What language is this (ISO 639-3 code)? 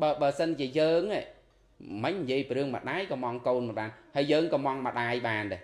khm